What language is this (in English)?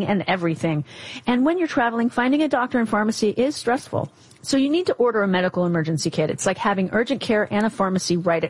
English